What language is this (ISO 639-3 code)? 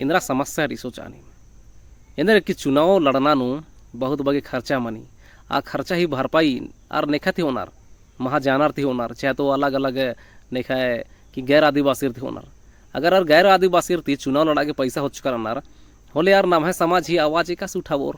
kru